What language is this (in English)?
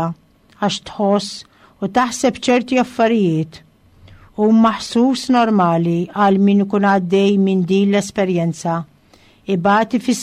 Maltese